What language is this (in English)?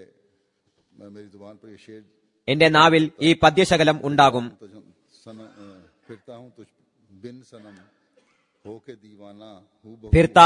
Malayalam